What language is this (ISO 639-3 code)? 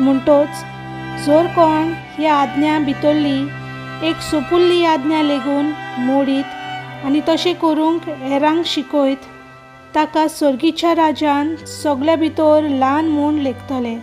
kok